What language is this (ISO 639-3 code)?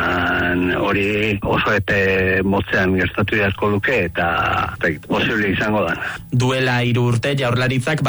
eus